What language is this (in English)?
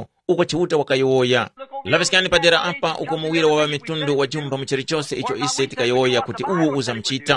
Tumbuka